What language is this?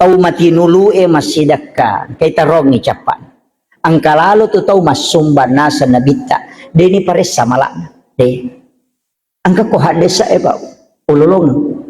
Buginese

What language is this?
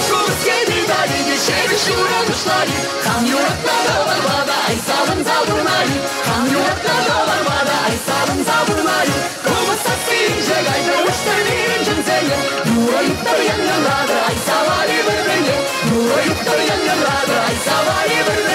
Chuvash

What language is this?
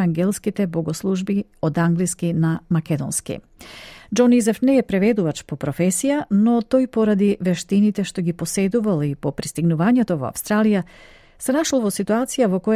Macedonian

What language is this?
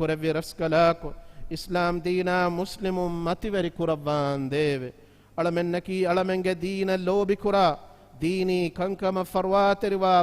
Divehi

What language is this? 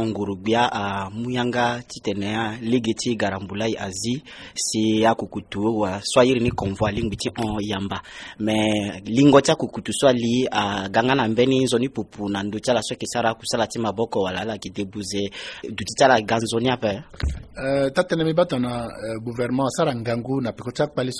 Sango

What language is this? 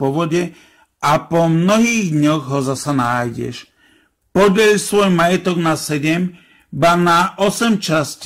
Slovak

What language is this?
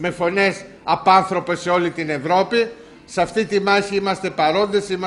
Greek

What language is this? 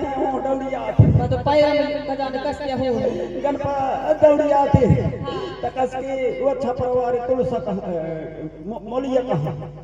Chhattisgarhi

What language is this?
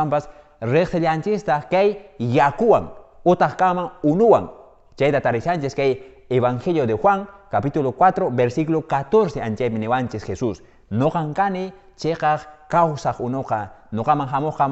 Quechua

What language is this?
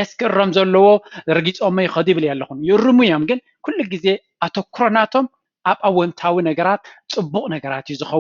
Tigrinya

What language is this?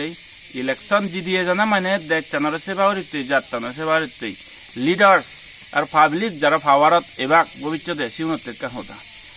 Chakma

